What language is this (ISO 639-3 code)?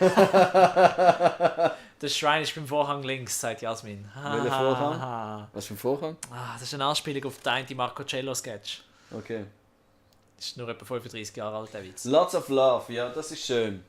gsw